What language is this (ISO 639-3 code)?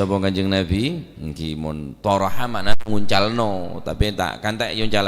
mad